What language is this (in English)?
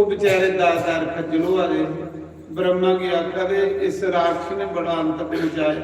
Dogri